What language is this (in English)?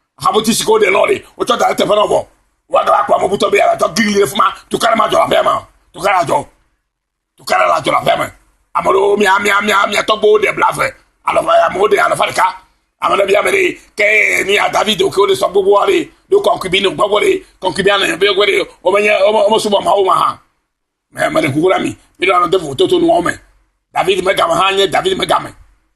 Ewe